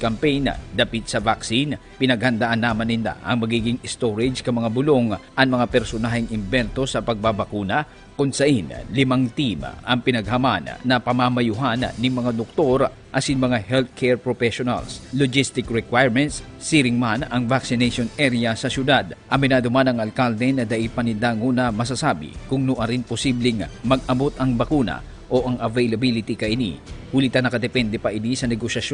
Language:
Bikol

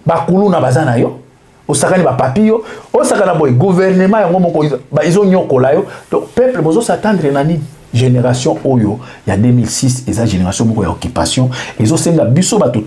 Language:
Lingala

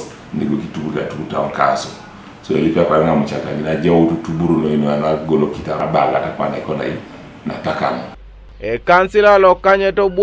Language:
Teso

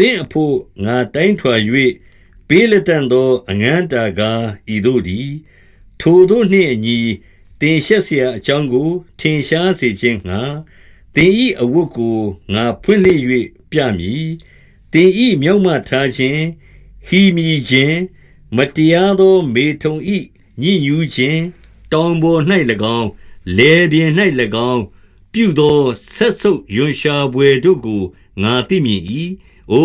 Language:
Burmese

